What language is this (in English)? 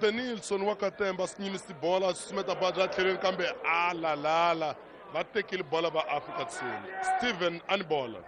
Tsonga